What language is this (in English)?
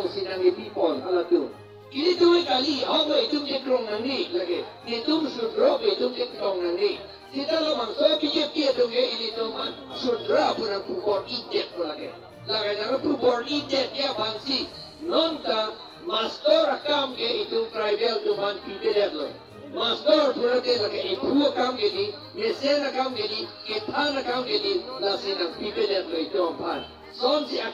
Karbi